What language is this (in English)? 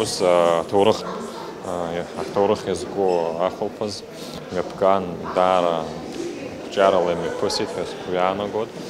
Abkhazian